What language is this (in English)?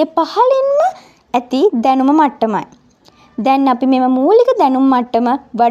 Sinhala